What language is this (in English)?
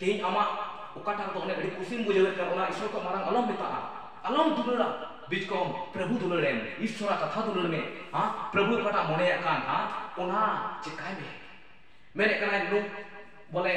Santali